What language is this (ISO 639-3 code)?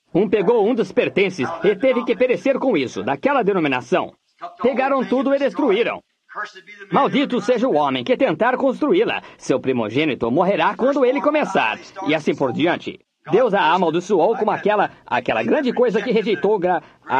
por